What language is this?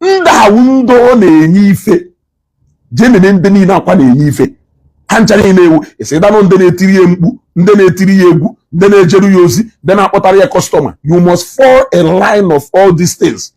Igbo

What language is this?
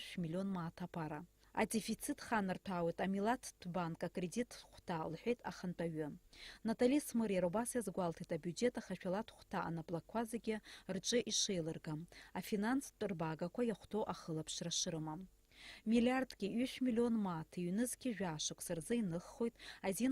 Abkhazian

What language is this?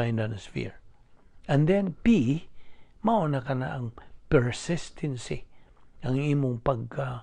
Cebuano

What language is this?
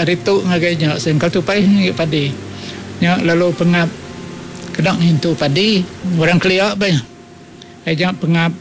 Iban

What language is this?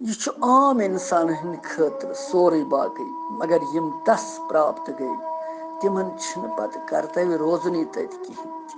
Kashmiri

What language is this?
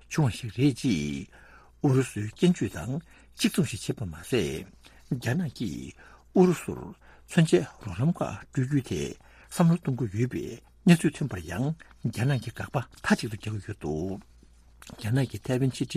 Tibetan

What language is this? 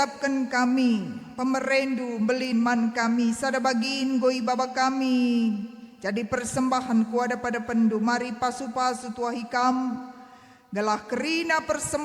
Batak Karo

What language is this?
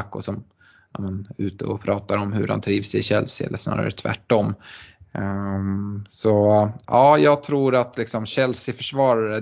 Swedish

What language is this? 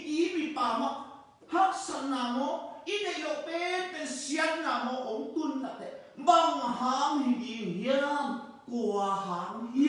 Tedim Chin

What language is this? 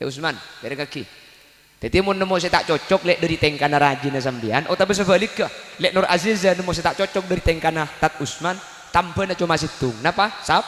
Madurese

